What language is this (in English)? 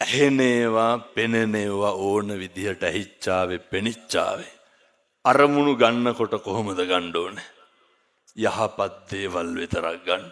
Sinhala